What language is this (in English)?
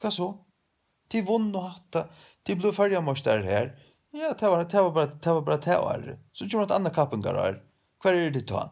Faroese